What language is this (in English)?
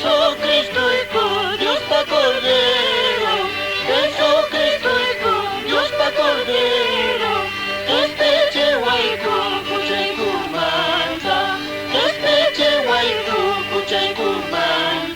Quechua